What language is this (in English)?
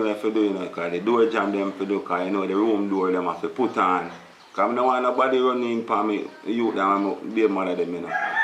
Jamaican Creole English